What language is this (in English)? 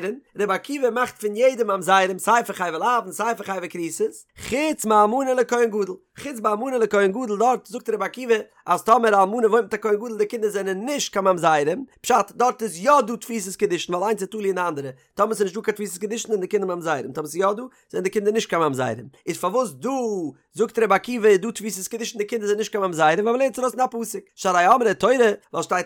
Yiddish